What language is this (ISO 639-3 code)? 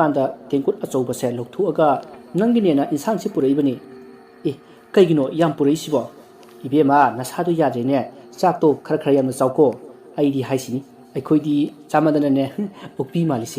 mni